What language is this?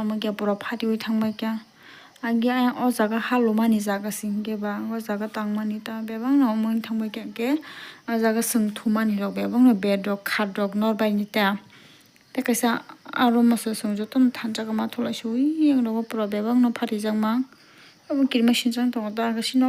Kok Borok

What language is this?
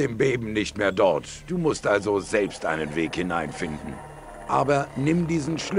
Bavarian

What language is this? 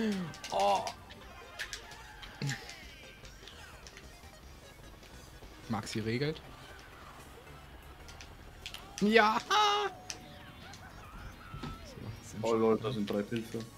German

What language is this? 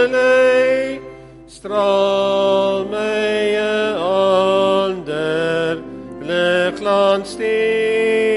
Afrikaans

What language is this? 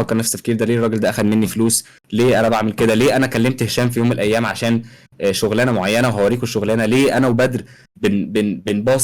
Egyptian Arabic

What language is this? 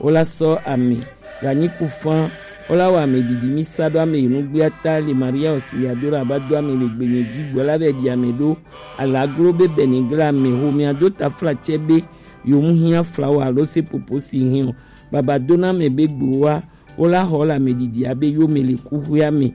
Gen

